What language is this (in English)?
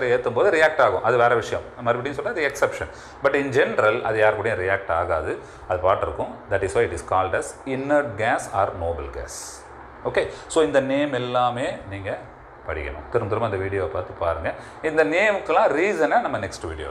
Tamil